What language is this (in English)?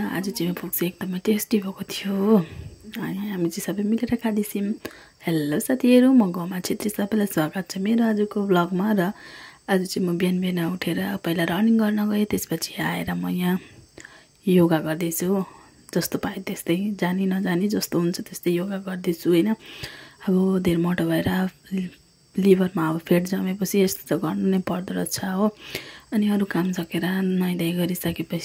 Nepali